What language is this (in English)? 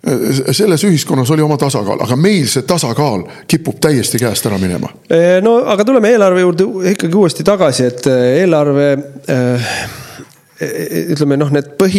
Estonian